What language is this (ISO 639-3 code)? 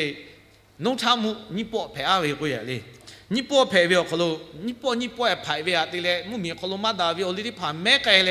lhu